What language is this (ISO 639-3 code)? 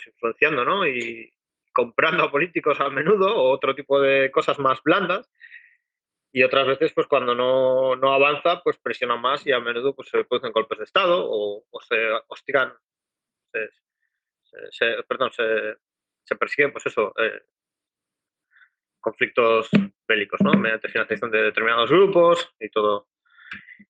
spa